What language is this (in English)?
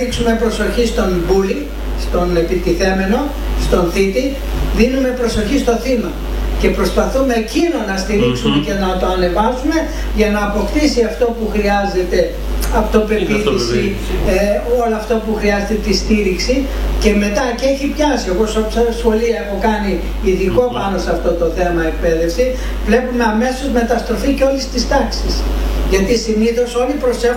Greek